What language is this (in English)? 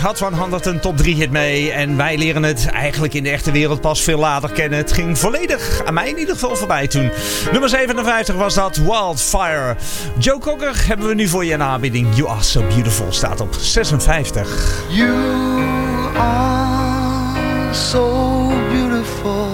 Dutch